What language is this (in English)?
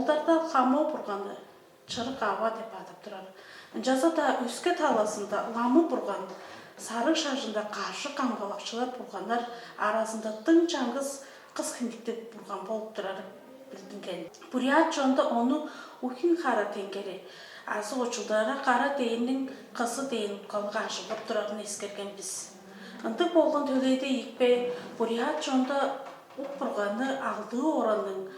Tuvinian